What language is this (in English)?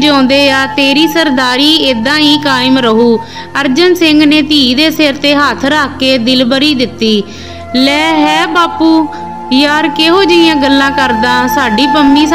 Punjabi